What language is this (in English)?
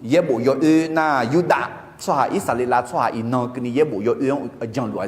Akha